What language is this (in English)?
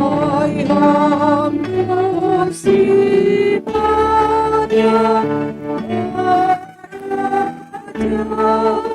Batak Simalungun